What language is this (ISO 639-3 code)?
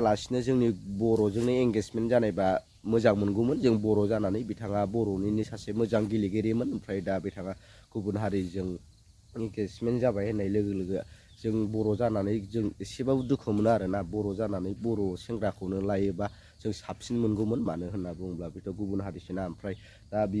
brx